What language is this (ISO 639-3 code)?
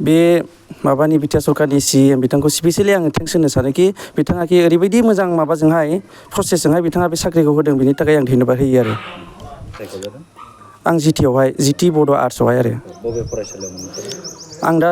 brx